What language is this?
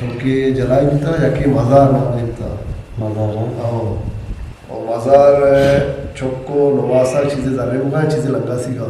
Eastern Balochi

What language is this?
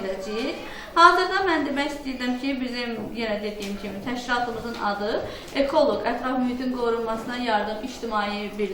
Azerbaijani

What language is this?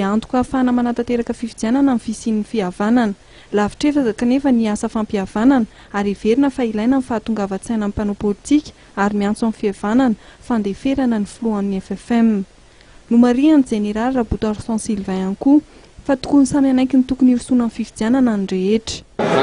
Malagasy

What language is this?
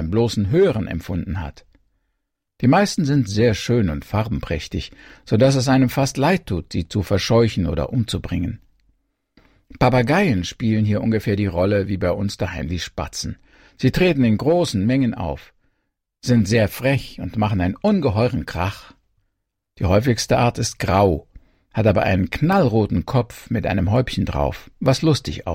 German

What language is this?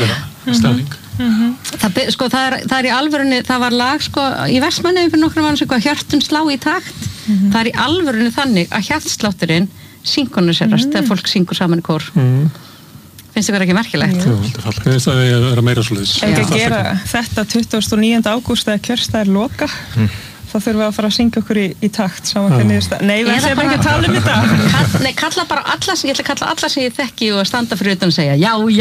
Icelandic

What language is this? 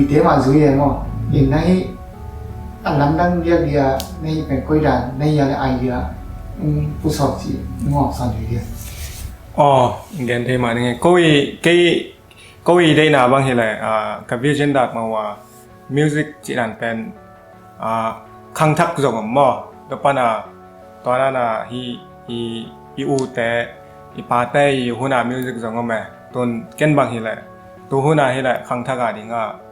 Tedim Chin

